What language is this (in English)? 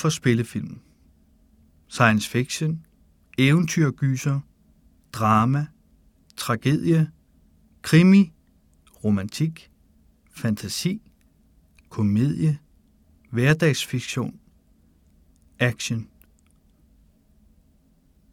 Danish